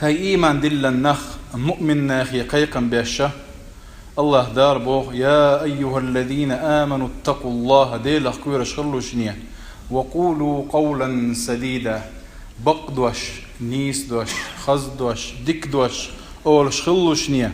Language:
Chechen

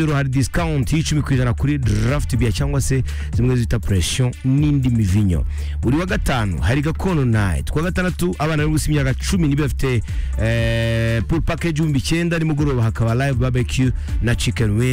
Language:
Kinyarwanda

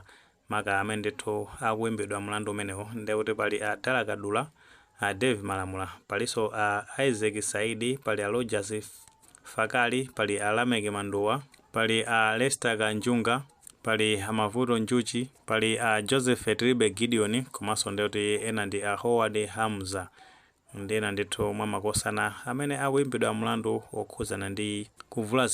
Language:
Nyanja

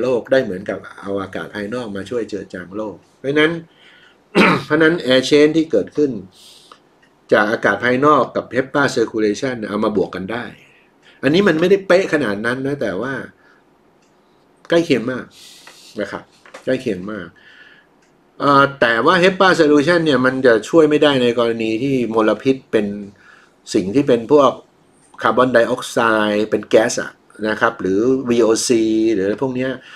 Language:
Thai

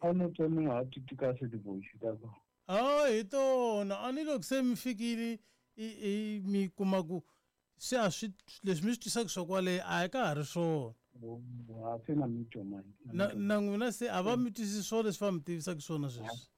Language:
Tsonga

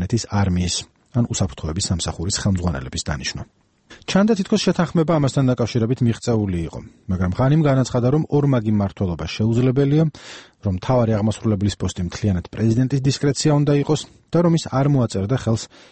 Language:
Georgian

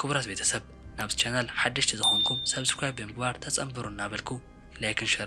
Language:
Tigrinya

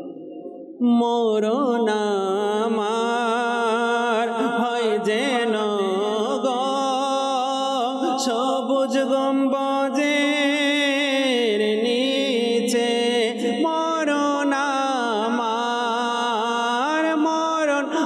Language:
Bangla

